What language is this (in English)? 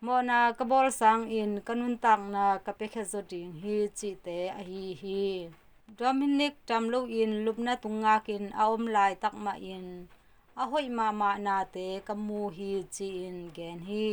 Tedim Chin